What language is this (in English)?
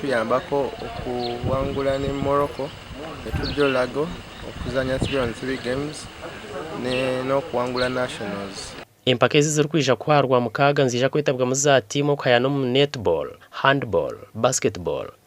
Nyankole